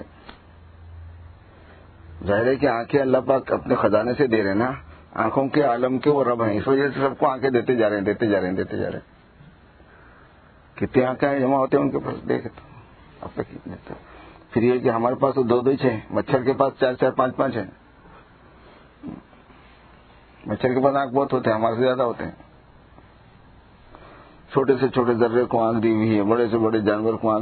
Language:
Urdu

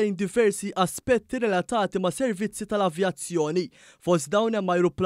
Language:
Maltese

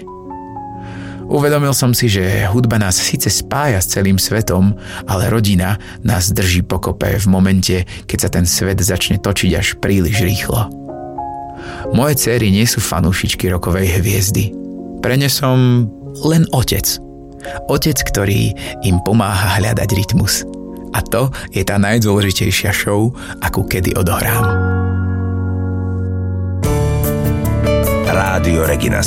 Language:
Slovak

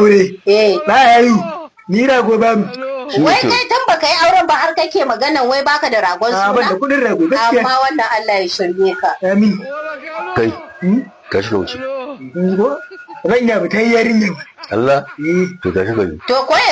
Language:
Hausa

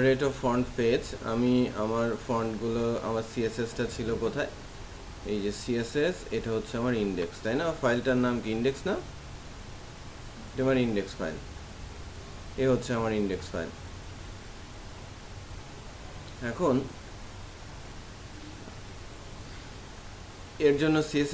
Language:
Bangla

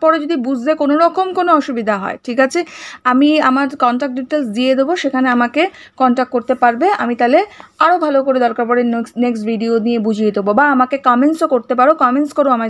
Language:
Bangla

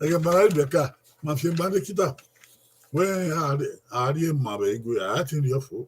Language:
Bini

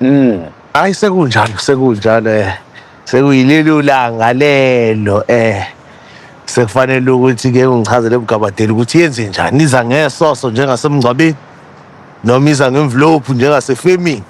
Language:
Zulu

